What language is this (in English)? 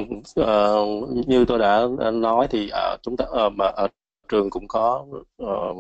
Vietnamese